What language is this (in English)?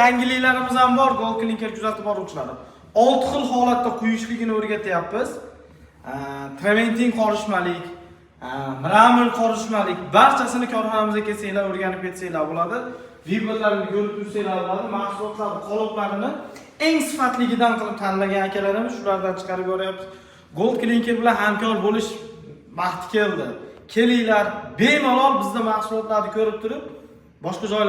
Uzbek